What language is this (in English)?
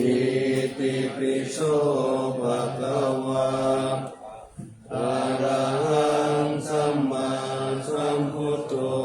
Pali